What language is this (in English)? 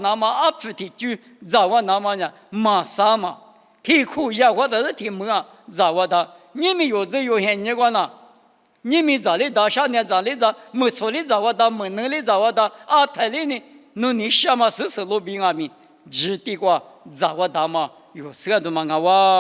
Lisu